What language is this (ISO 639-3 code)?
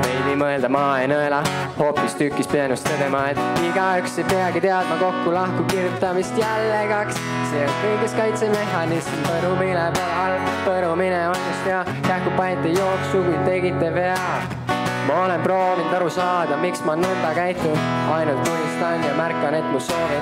est